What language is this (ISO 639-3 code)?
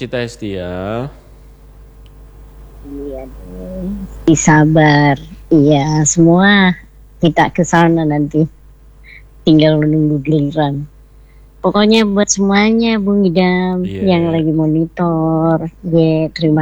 ind